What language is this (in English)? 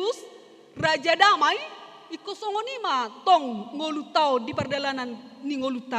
Batak Toba